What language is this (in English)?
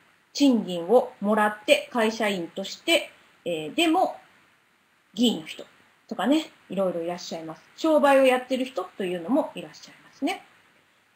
Japanese